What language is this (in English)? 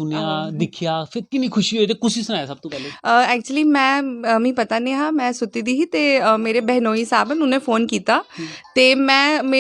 Dogri